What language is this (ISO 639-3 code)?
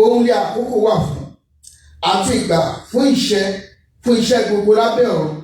yor